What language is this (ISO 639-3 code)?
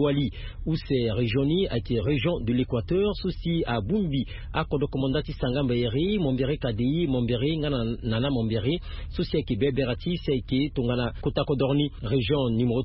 sag